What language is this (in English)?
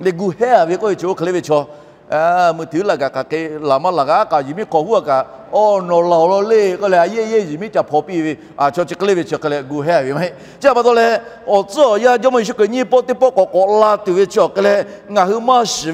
Lahu